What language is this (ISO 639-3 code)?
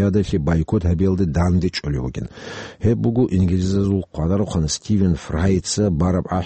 ava